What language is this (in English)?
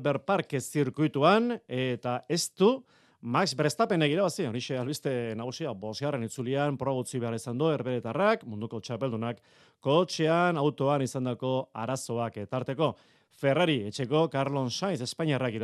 Basque